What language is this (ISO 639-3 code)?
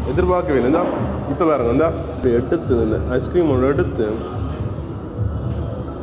tam